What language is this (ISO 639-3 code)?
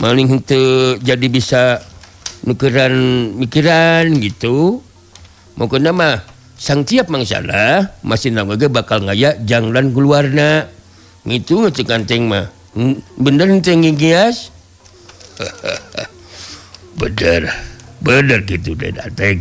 sun